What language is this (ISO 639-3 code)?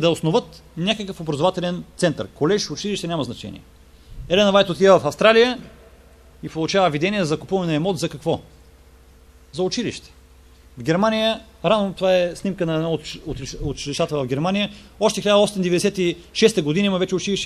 bul